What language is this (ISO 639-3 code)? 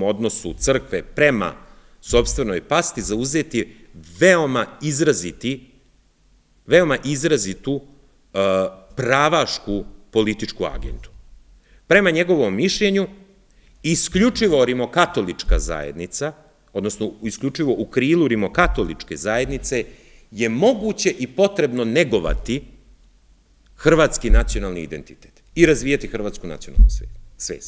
srp